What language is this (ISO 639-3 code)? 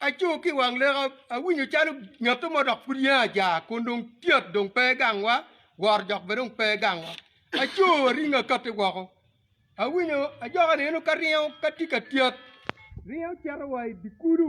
ach